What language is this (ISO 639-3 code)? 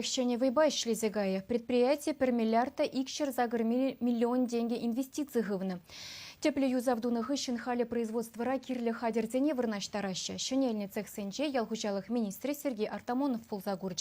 chv